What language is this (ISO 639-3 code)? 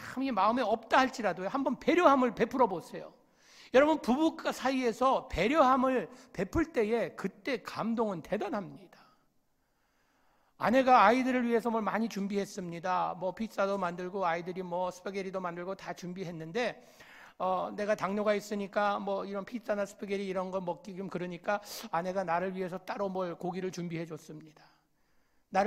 kor